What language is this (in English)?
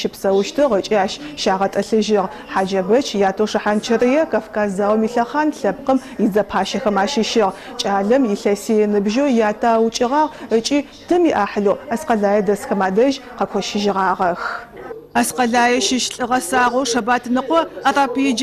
Adyghe